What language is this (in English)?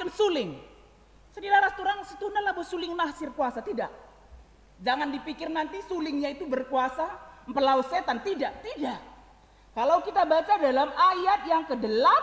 Batak Karo